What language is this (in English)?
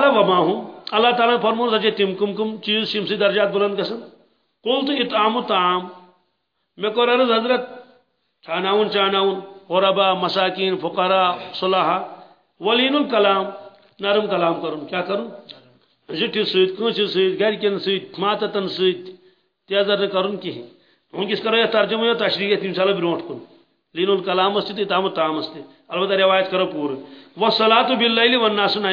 Kashmiri